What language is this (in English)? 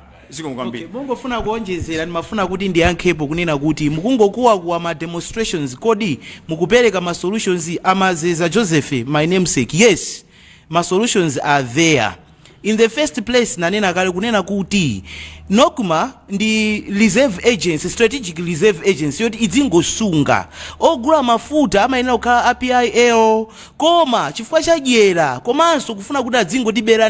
Nyanja